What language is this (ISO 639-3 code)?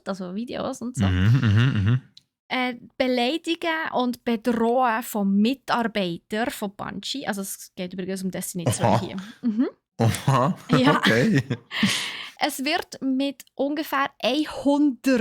gsw